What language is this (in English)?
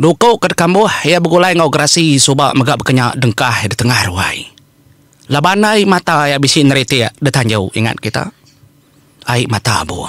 Iban